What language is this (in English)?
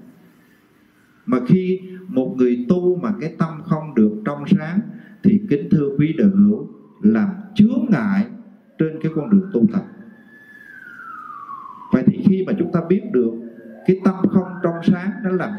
Vietnamese